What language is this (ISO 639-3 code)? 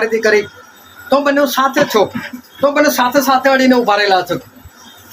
guj